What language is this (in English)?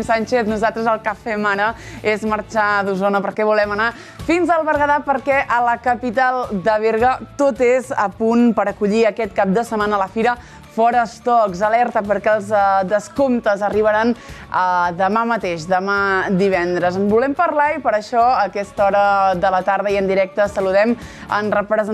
Catalan